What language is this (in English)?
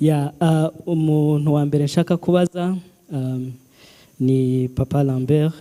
Kinyarwanda